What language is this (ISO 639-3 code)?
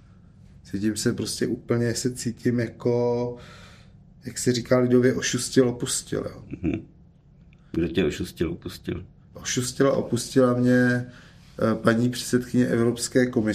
ces